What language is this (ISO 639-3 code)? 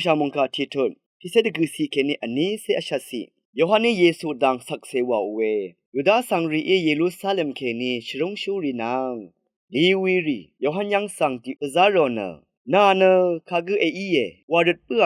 raw